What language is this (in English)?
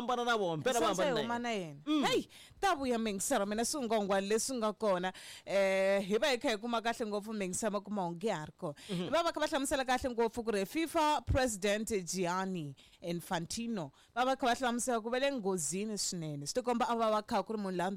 Tsonga